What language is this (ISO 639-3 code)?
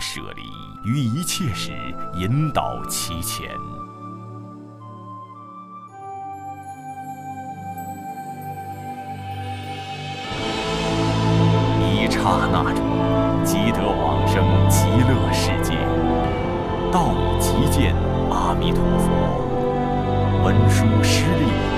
zho